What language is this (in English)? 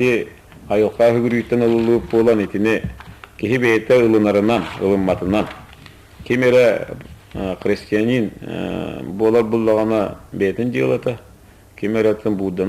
Yakut